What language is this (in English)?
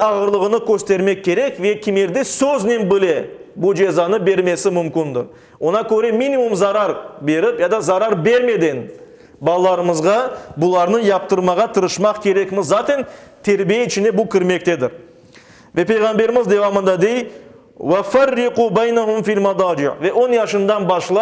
Crimean Tatar